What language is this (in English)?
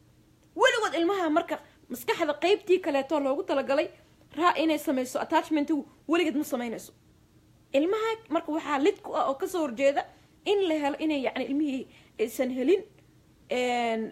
Somali